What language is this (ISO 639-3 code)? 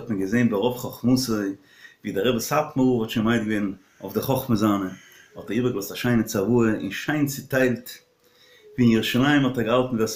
yid